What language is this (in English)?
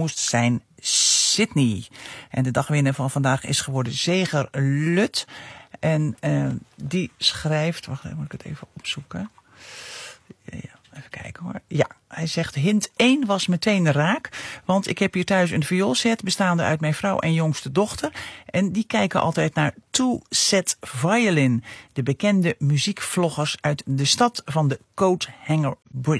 Dutch